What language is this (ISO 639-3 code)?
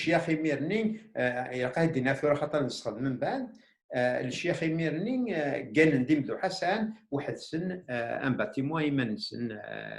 kab